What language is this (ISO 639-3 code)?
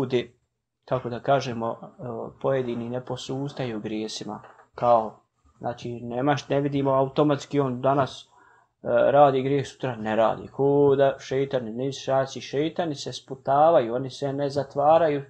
bos